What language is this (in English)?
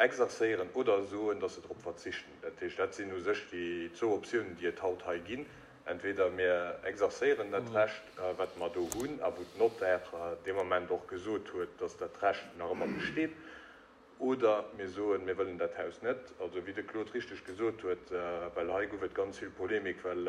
Luxembourgish